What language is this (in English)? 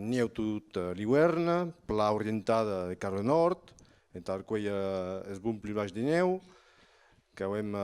Occitan